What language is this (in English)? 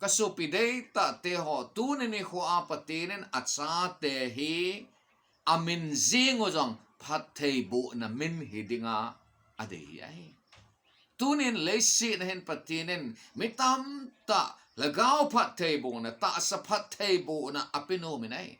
Thado Chin